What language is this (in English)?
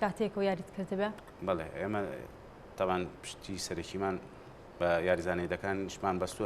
Central Kurdish